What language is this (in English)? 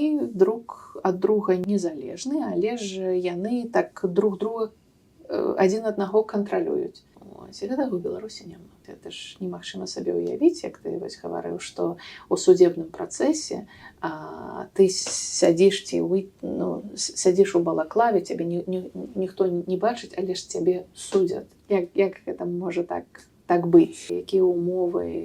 Belarusian